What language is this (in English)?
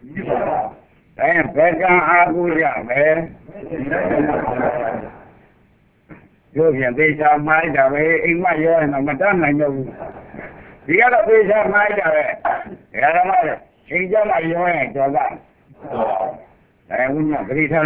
Burmese